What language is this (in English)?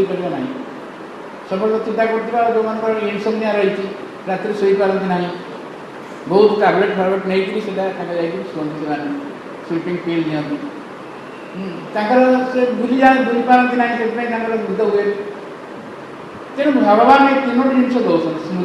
Odia